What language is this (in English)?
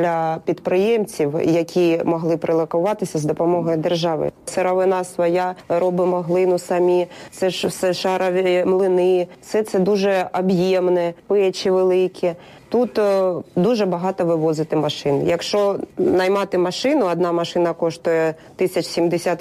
Ukrainian